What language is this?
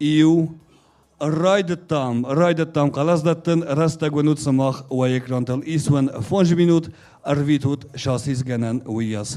Ossetic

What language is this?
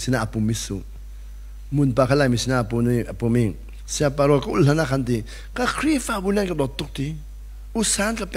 Hakha Chin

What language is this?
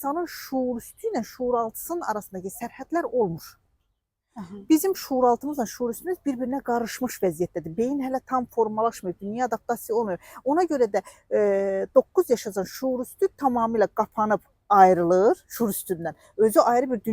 Azerbaijani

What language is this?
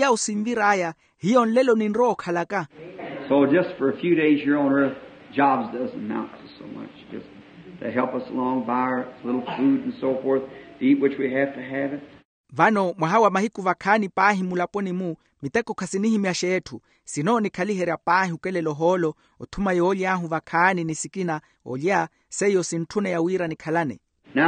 Makhuwa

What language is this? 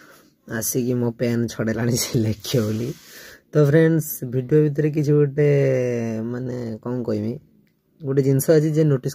Odia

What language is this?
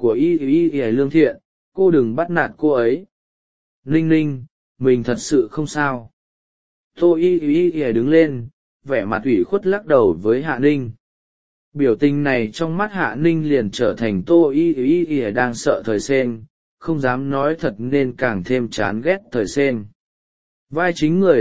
Vietnamese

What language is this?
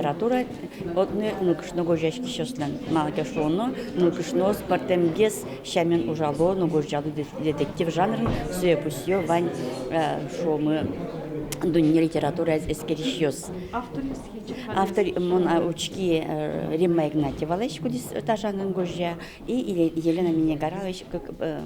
Udmurt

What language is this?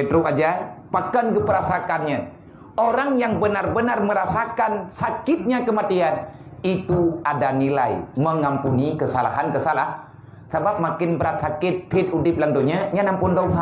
Achinese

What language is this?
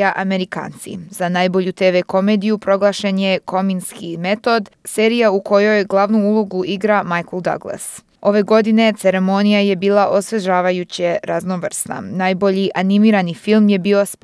Serbian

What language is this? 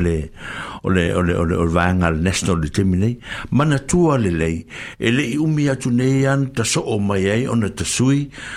Samoan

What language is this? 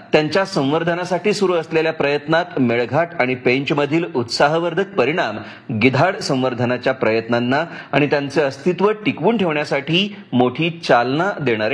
Marathi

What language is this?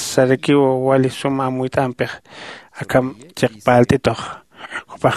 Aymara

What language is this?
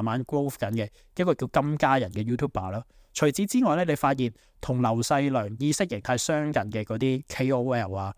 Cantonese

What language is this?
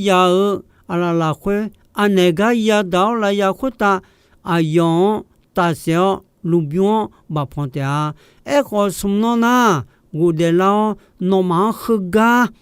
Akha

